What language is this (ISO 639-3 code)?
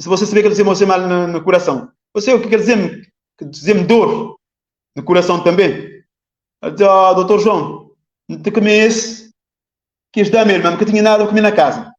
kea